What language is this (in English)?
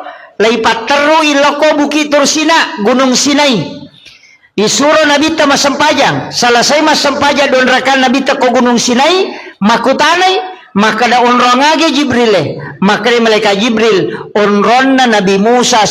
Buginese